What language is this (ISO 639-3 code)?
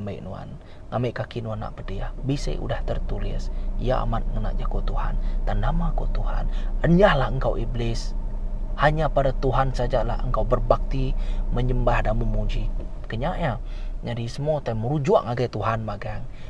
iba